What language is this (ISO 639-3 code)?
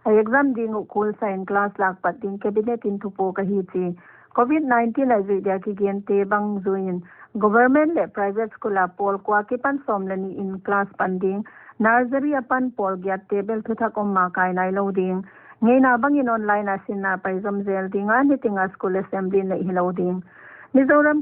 pck